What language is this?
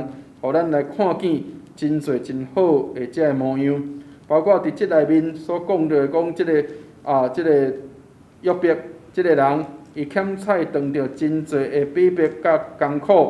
Min Nan Chinese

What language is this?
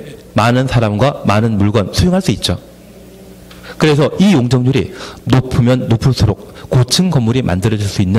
Korean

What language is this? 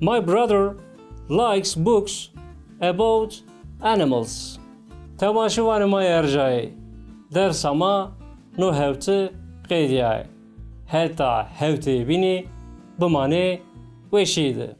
Zaza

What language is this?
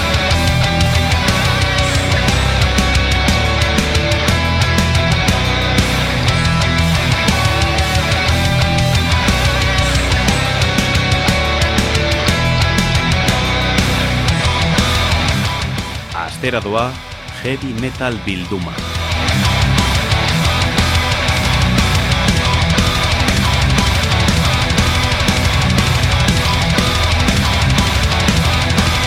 Basque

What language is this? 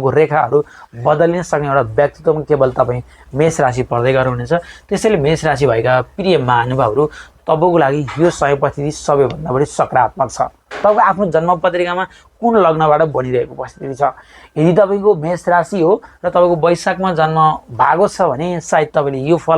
Nepali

